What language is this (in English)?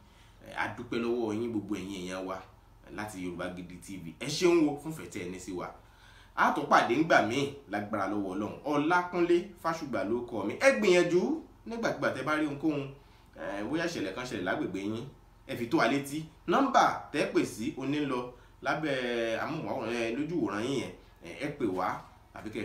Yoruba